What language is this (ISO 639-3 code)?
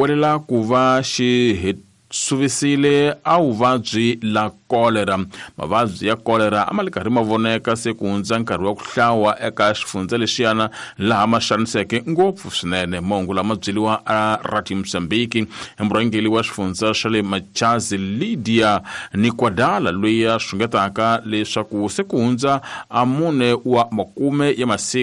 tso